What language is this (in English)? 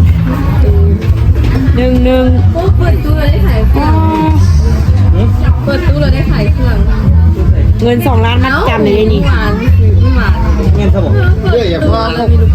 Lao